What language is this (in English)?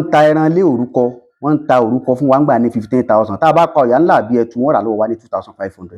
Yoruba